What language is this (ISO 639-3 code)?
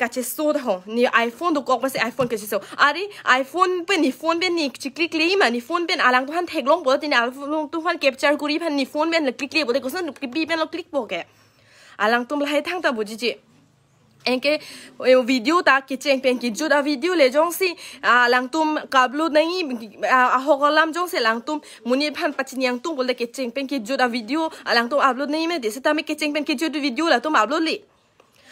mjw